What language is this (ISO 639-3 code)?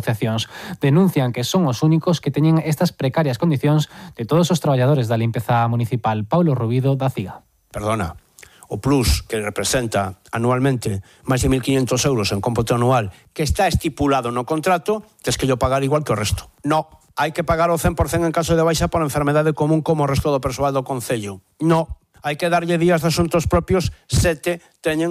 glg